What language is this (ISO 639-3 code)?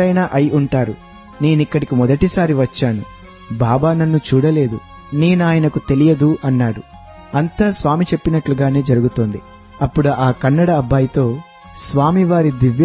tel